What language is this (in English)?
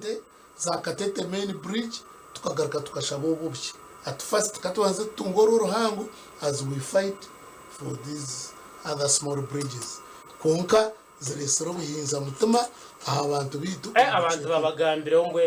Nyankole